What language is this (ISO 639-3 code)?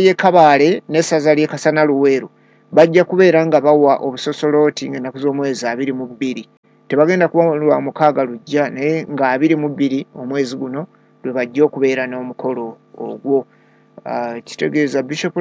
lug